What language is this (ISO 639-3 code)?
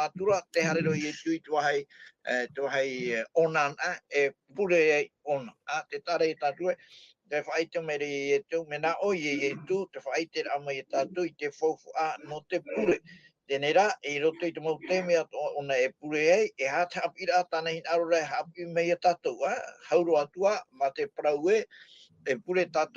tah